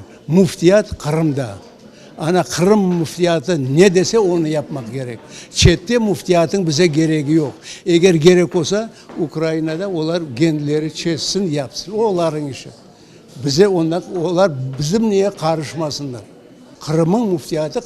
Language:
Crimean Tatar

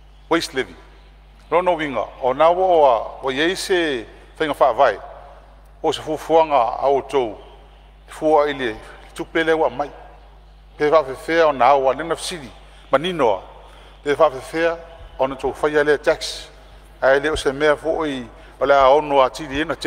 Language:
Samoan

